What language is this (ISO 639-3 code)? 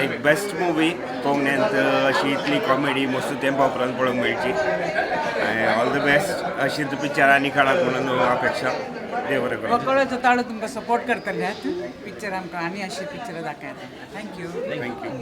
kok